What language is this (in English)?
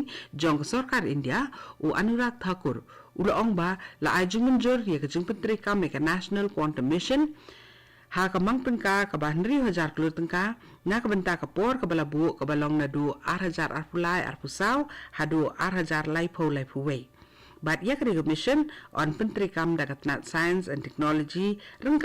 Khasi